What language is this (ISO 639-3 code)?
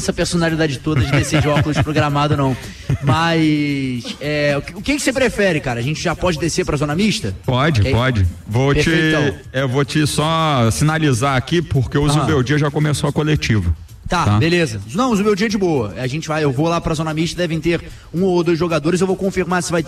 por